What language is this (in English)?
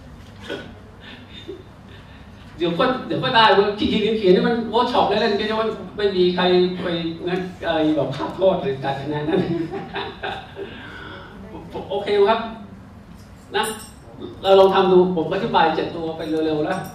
Thai